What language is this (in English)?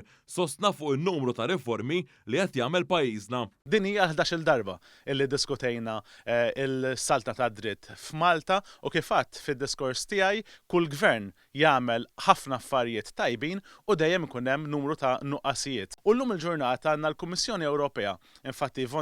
Maltese